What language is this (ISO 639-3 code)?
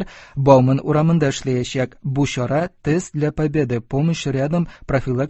tat